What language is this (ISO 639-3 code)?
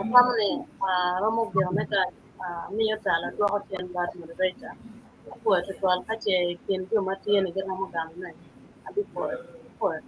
ach